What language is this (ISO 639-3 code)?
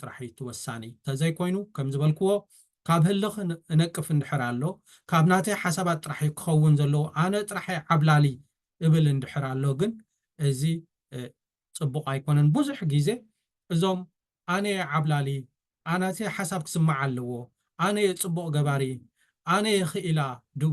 tir